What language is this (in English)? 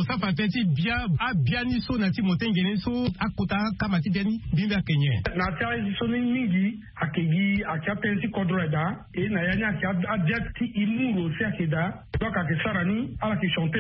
Sango